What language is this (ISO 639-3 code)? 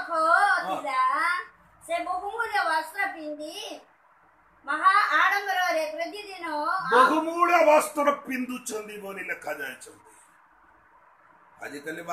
ori